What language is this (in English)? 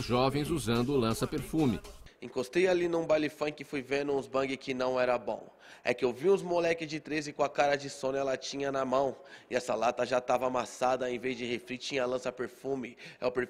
Portuguese